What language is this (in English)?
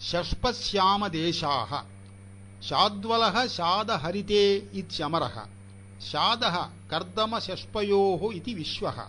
Sanskrit